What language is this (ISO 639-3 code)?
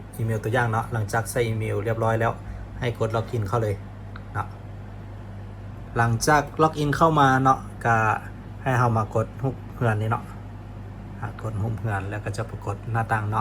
lao